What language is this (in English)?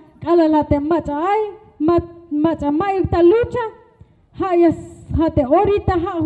Tzeltal